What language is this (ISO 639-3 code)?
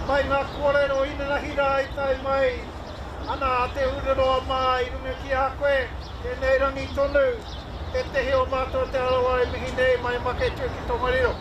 mri